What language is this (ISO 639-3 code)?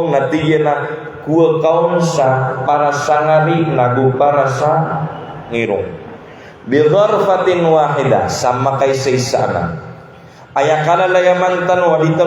mrw